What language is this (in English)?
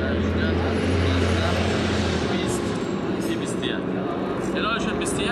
Persian